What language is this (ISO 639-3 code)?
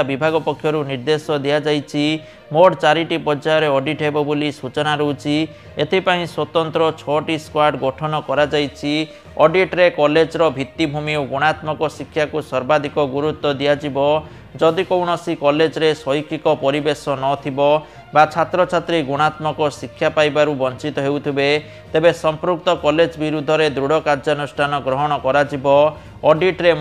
ori